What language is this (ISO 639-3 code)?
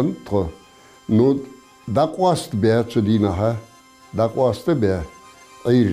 inh